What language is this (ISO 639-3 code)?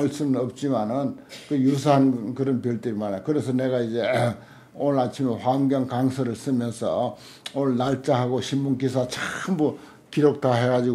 kor